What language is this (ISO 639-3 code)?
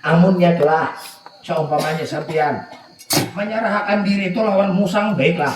bjn